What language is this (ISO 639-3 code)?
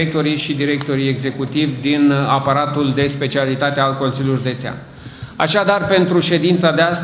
ron